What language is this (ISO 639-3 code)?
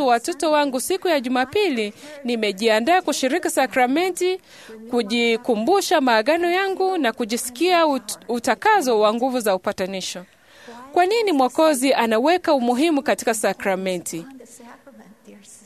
swa